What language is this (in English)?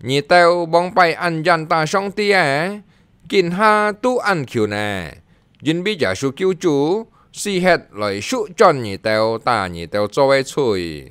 Hakka Chinese